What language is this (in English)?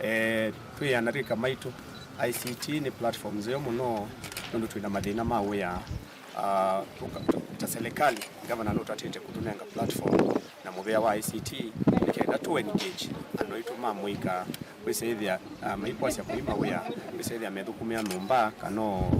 Kamba